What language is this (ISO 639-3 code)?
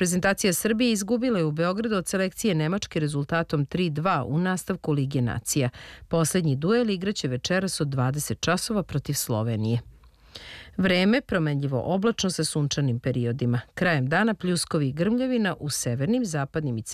srp